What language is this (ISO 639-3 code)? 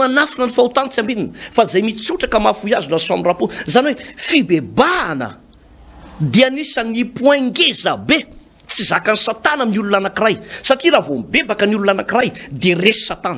mlg